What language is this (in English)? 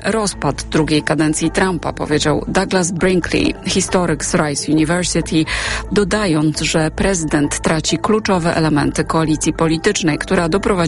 Polish